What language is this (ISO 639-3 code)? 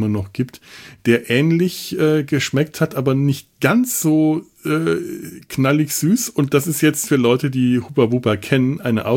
deu